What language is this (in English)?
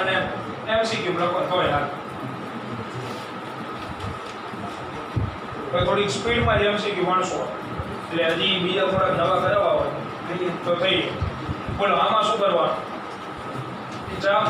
Gujarati